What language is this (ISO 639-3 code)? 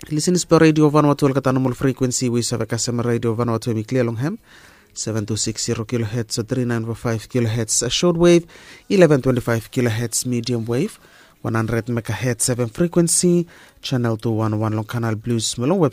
bis